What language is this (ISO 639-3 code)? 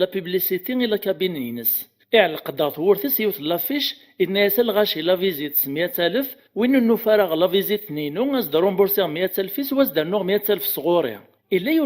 kab